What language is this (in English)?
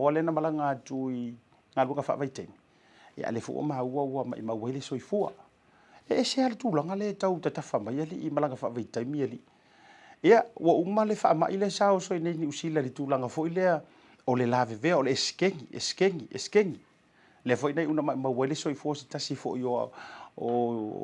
Samoan